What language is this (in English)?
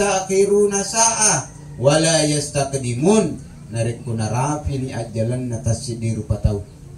Buginese